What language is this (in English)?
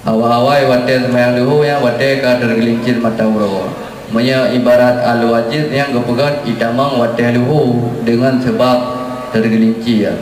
Achinese